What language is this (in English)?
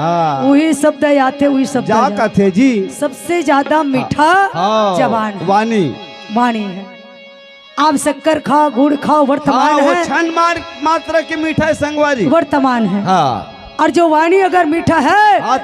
Chhattisgarhi